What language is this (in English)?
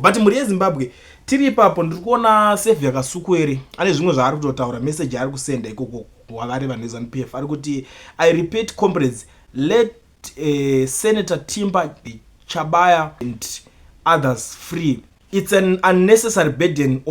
Shona